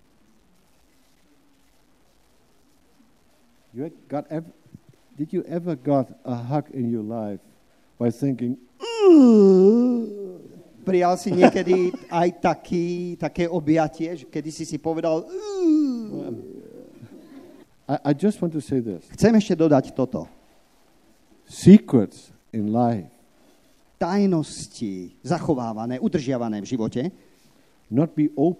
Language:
Slovak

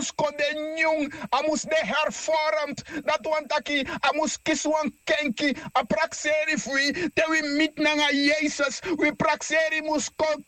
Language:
Sranan Tongo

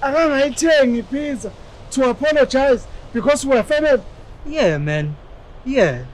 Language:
Zulu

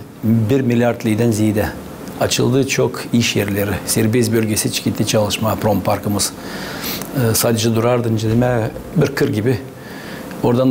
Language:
Gagauz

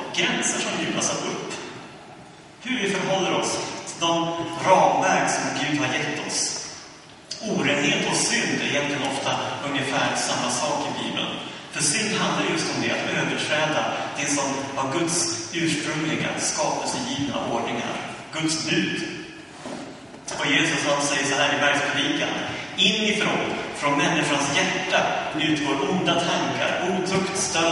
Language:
Swedish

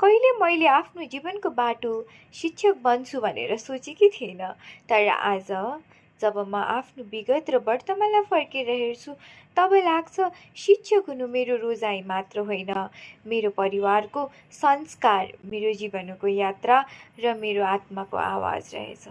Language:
Nepali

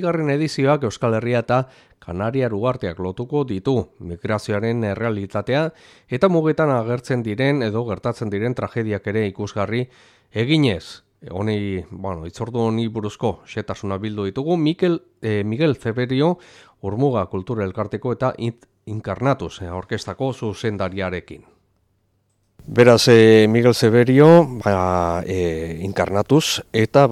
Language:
Basque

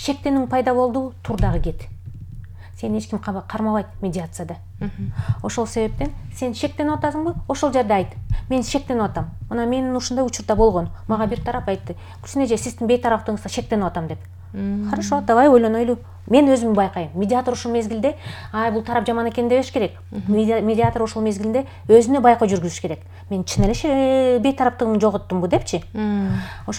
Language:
Kyrgyz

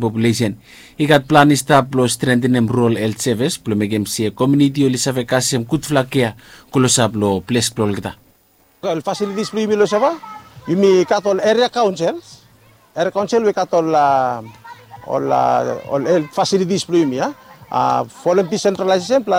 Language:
Bislama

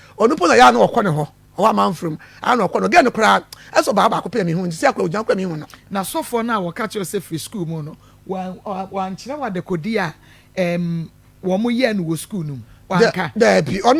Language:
Akan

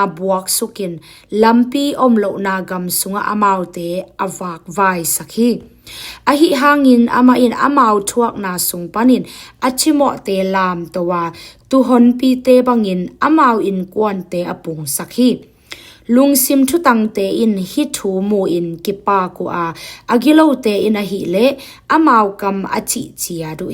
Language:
Tedim Chin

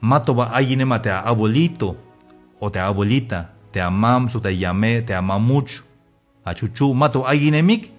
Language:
Tzeltal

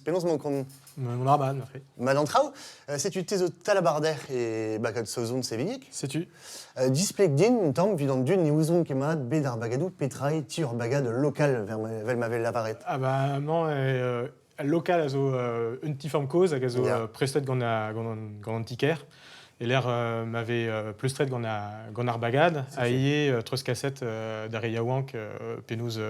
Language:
Breton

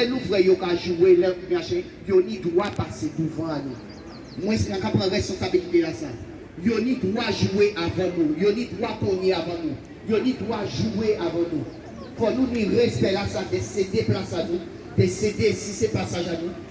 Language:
Guadeloupean Creole French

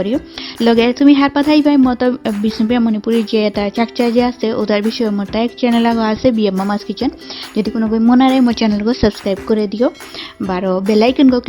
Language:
Bishnupriya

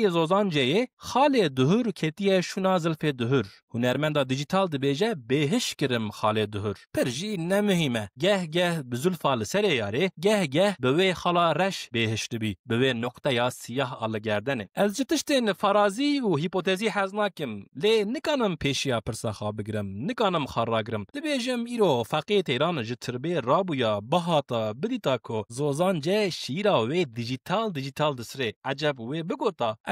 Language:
Kurdish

